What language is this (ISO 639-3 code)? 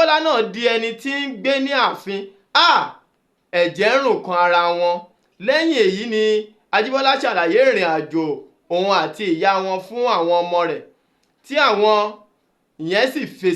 yor